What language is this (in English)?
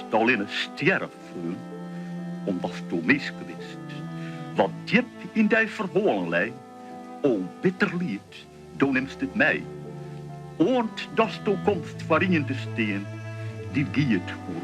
Western Frisian